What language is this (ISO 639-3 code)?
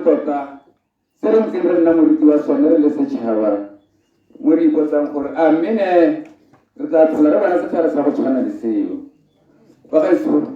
tsn